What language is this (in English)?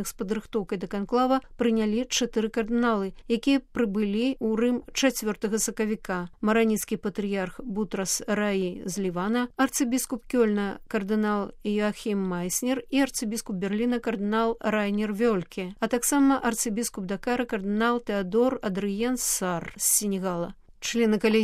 Belarusian